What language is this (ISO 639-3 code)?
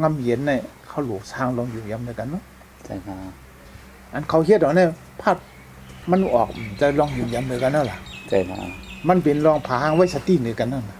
shn